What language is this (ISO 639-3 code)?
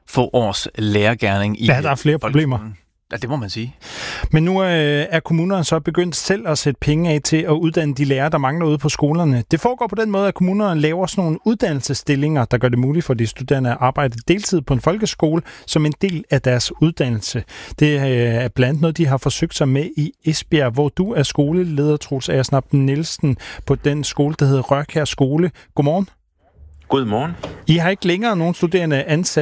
dan